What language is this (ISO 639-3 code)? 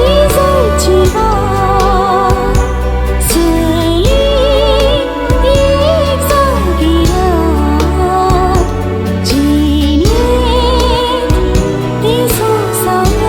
kok